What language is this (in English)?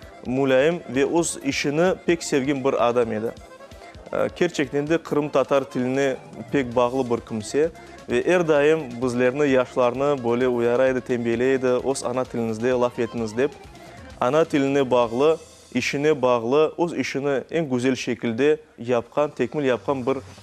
Crimean Tatar